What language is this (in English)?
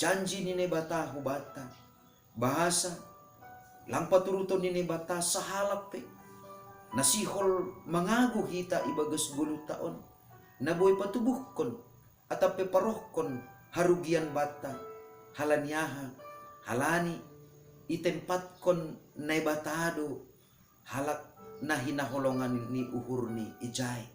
Batak Simalungun